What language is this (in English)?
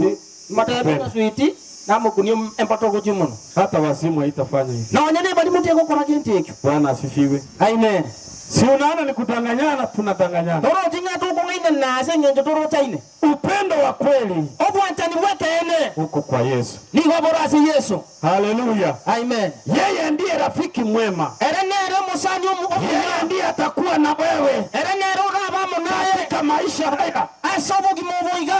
Gusii